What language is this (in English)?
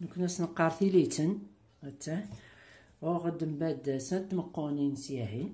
Kabyle